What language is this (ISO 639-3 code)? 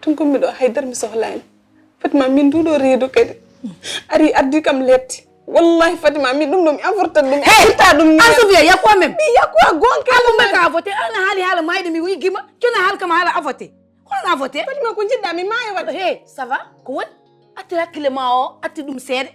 ful